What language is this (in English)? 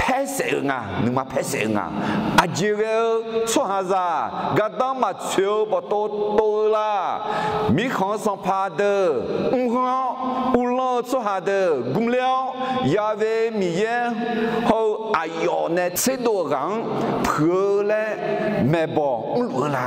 Akha